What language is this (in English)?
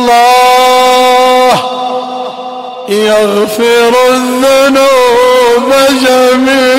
Arabic